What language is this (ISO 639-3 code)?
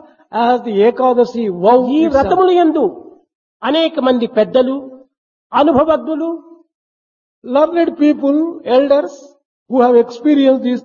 tel